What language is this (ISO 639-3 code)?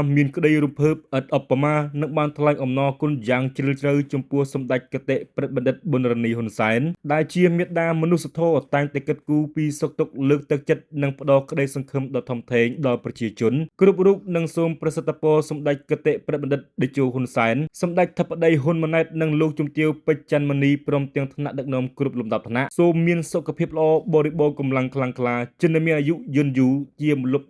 khm